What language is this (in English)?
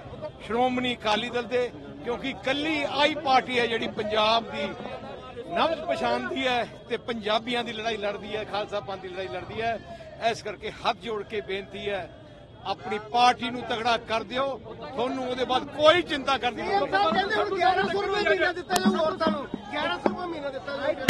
Punjabi